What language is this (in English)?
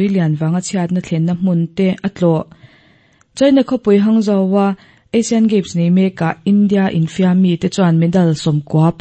Mizo